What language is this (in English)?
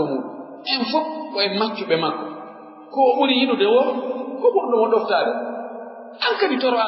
Pular